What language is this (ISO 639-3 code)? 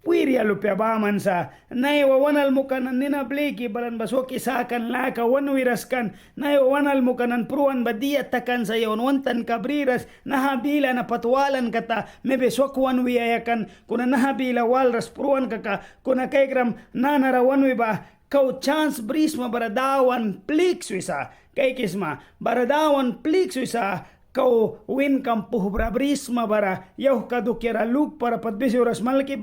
miq